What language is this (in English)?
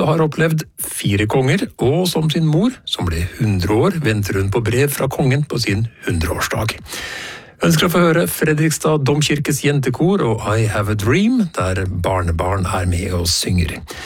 Norwegian